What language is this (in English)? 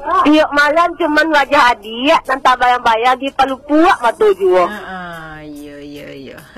Minangkabau